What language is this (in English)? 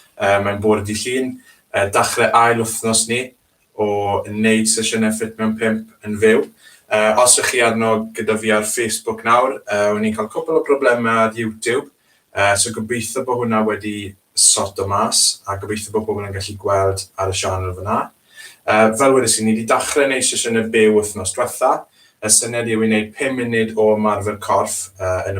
Welsh